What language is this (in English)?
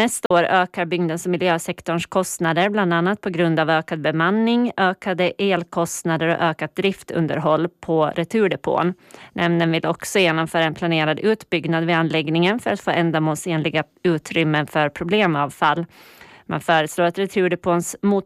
Swedish